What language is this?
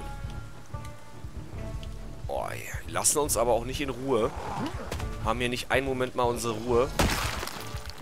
German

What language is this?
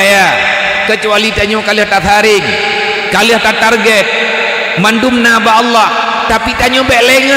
Achinese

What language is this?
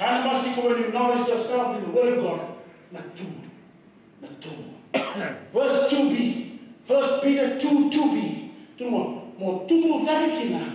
Fijian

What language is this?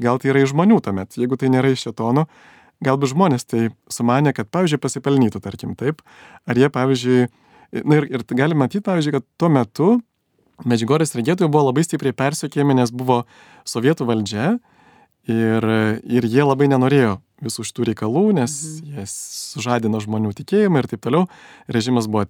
Lithuanian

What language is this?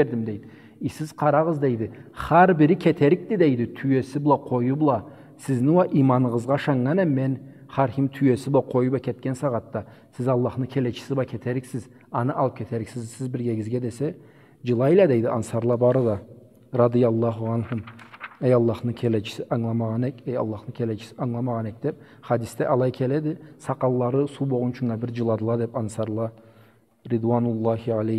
Karachay-Balkar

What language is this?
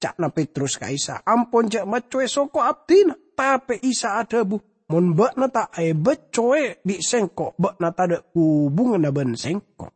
Madurese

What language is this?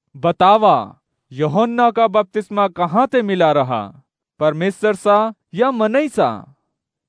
Awadhi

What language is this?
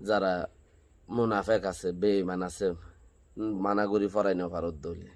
Rohingya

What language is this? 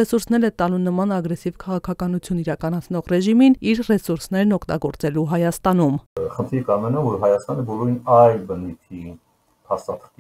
Armenian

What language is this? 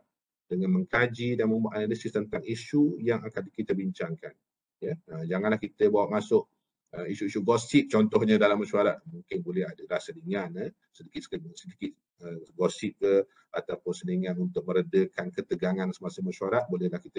Malay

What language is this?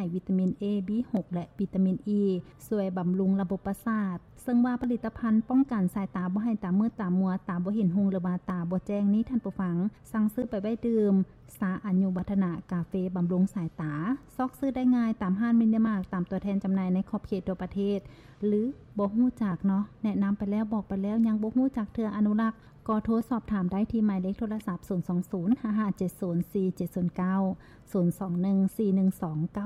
Lao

